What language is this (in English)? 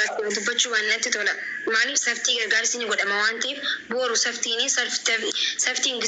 Oromo